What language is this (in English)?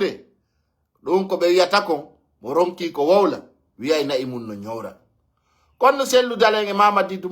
Pular